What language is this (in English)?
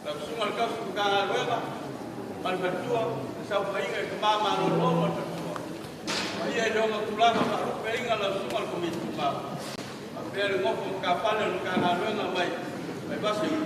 Samoan